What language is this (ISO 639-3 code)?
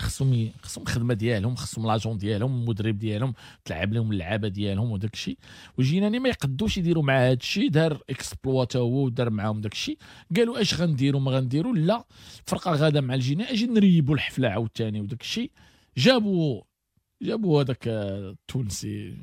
ary